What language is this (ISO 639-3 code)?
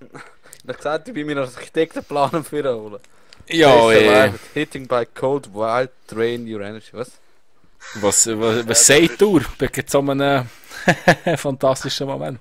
gsw